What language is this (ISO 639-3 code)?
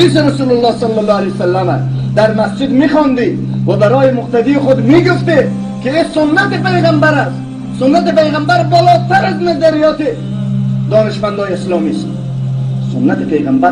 fas